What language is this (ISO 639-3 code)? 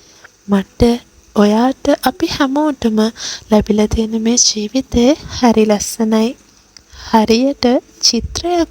sin